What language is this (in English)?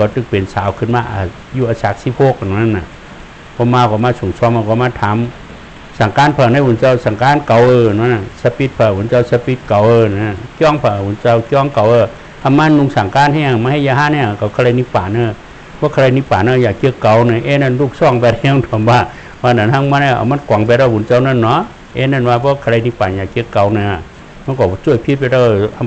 Shan